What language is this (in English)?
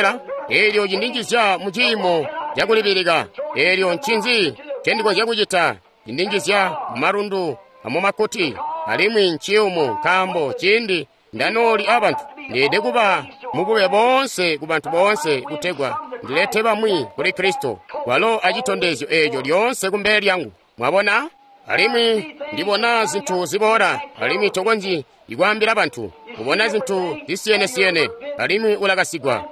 Tonga (Zambia)